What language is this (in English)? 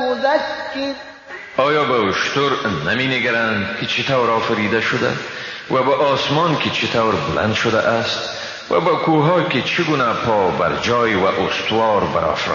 Persian